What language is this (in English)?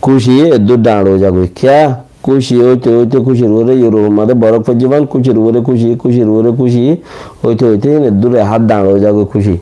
Rohingya